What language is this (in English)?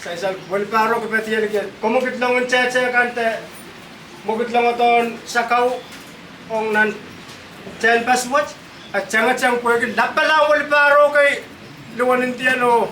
Pohnpeian